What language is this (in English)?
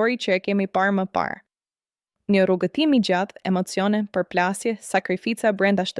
Albanian